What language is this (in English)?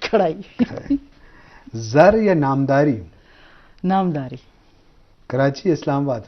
Eastern Balochi